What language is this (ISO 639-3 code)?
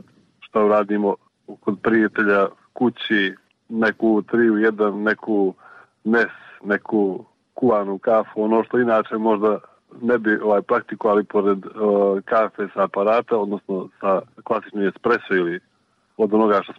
srp